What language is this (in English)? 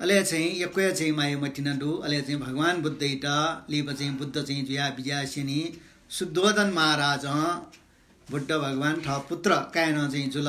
Newari